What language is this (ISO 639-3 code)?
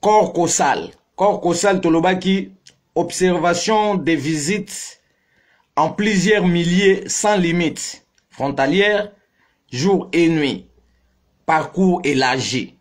lin